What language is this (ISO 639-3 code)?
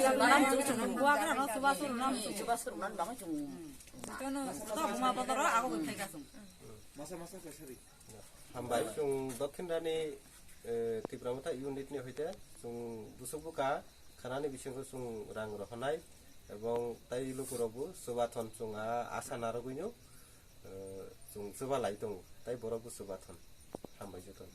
trp